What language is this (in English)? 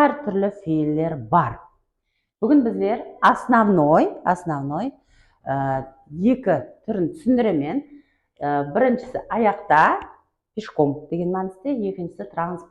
Kara-Kalpak